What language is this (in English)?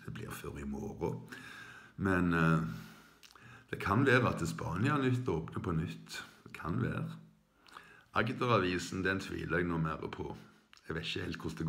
Norwegian